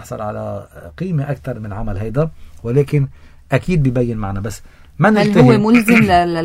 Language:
North Levantine Arabic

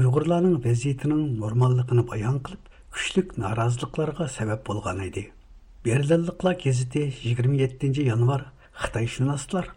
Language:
Uyghur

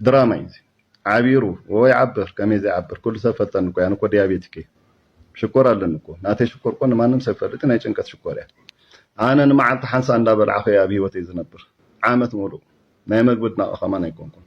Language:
Tigrinya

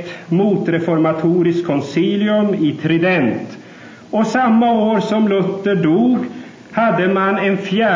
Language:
Swedish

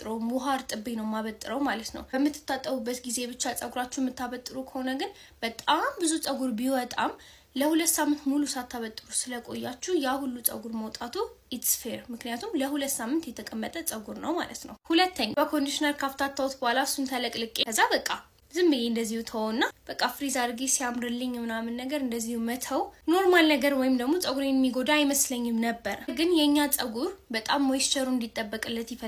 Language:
Amharic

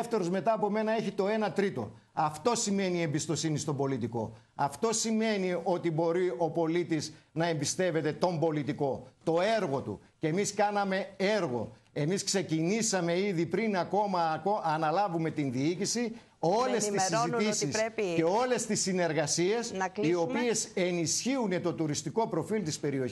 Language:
Greek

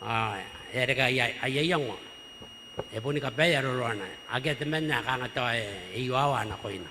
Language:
Gilbertese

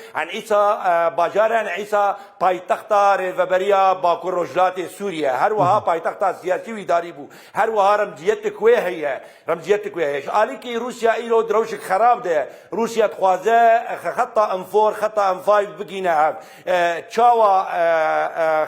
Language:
Kurdish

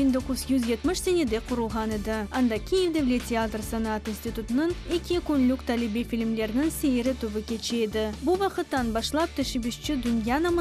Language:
Crimean Tatar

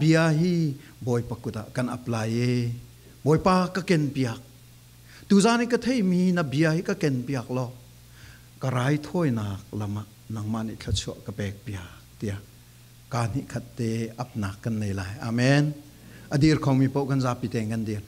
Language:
Falam Chin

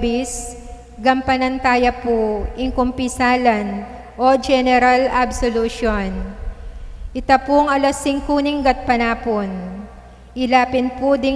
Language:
Pampanga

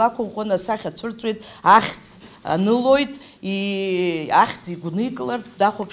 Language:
Abkhazian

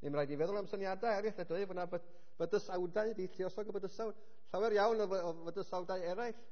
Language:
Welsh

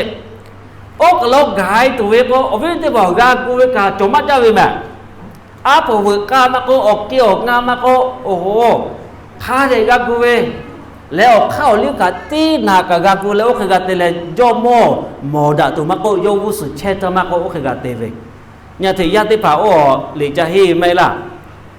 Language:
Lahu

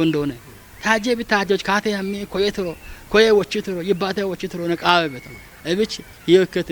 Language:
Kafa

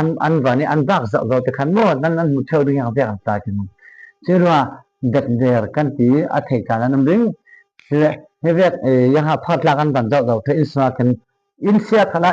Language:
Falam Chin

